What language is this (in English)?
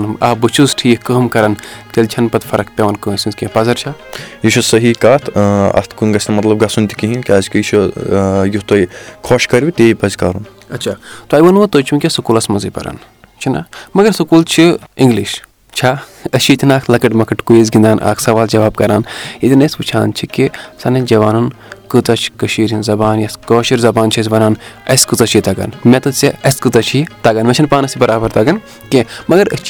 Kashmiri